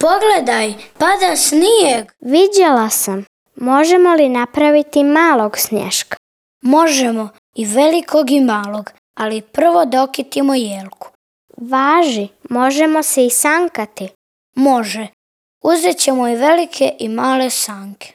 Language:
Serbian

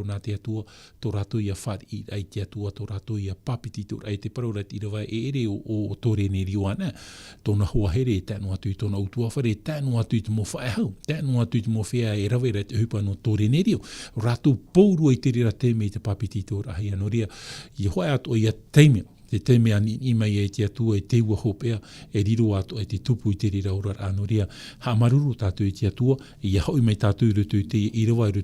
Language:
Tahitian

